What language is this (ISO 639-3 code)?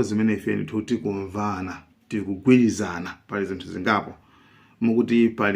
nya